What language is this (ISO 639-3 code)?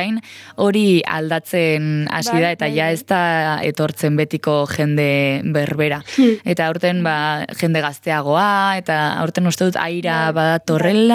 eus